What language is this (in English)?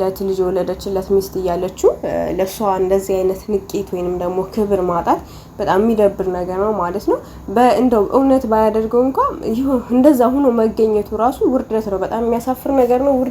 Amharic